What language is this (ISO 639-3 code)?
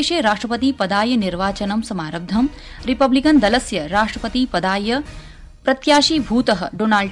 san